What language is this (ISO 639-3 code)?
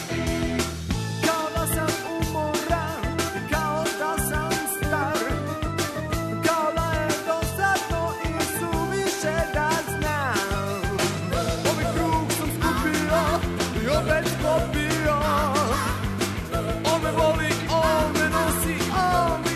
srp